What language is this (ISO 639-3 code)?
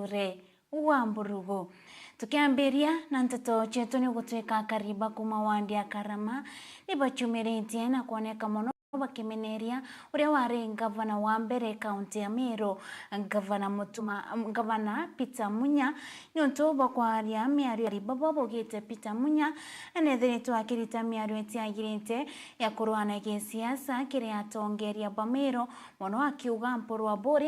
mer